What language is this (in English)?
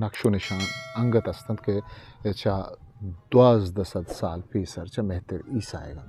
Eastern Balochi